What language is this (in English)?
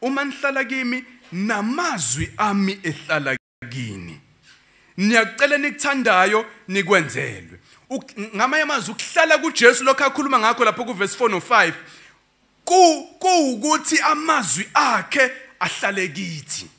Zulu